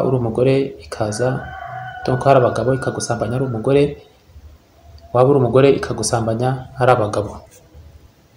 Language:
Kinyarwanda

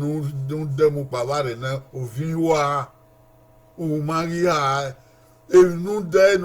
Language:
Bini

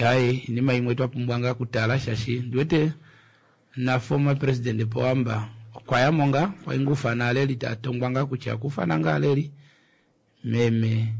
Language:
Kuanyama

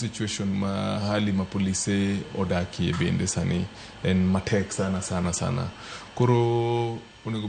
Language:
Luo (Kenya and Tanzania)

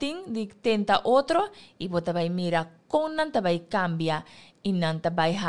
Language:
Papiamento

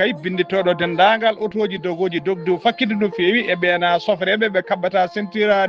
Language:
Fula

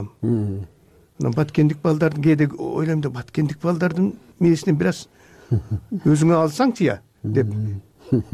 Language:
Kyrgyz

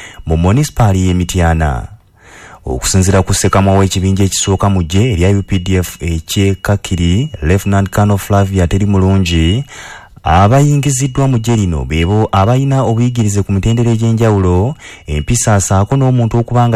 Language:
Ganda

